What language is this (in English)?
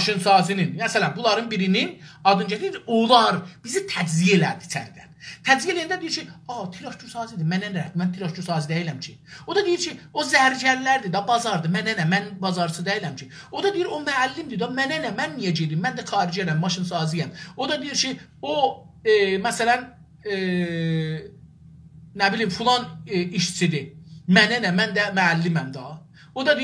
South Azerbaijani